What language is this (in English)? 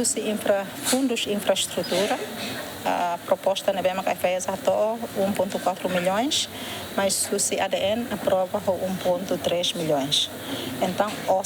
Tetum